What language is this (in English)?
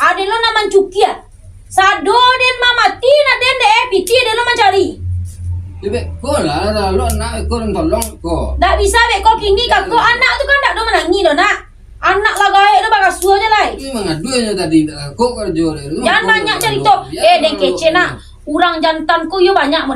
Minangkabau